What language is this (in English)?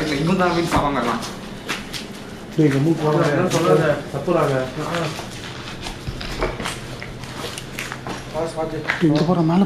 Tamil